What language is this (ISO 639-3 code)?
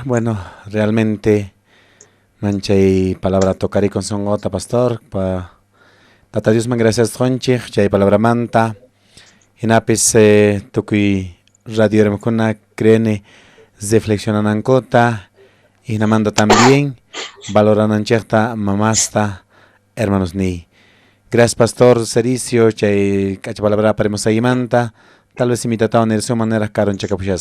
que